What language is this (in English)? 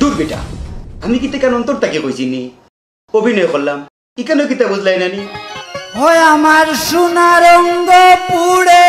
Sylheti